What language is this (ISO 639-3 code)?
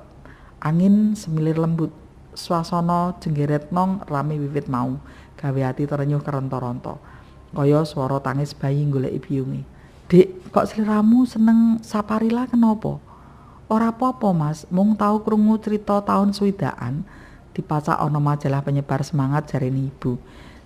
jav